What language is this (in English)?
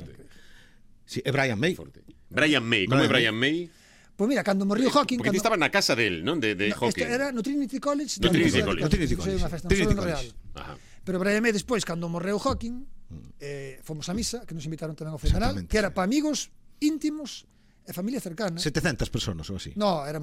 Galician